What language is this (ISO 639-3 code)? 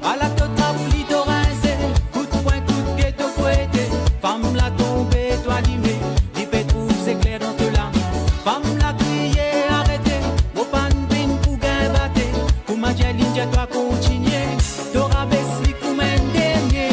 mfe